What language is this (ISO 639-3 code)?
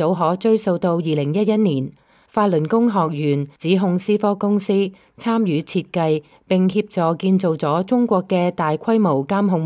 yue